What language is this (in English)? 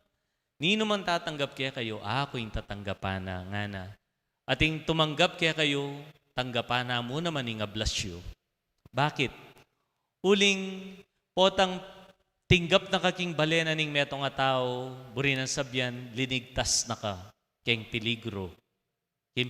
Pampanga